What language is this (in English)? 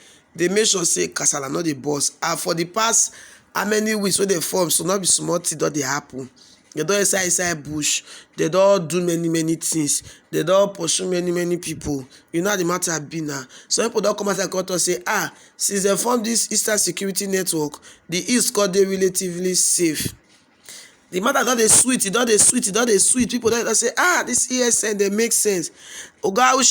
Nigerian Pidgin